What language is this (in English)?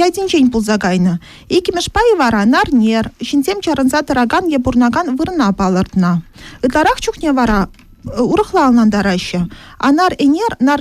Chuvash